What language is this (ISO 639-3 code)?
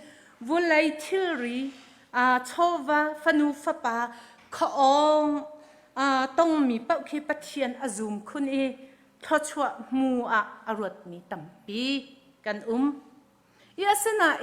cnh